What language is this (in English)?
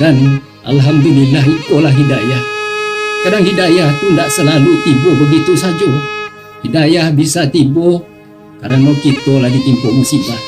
Minangkabau